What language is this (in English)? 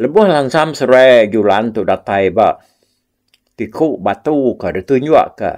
Iban